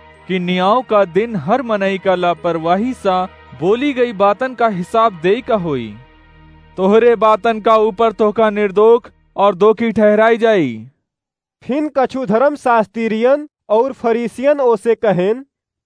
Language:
Awadhi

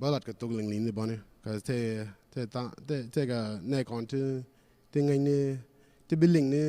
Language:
Nuer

